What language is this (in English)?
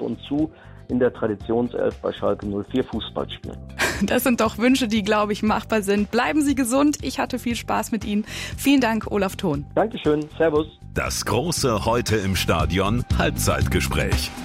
German